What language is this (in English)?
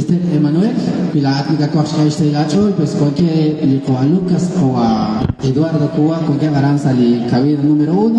Kekchí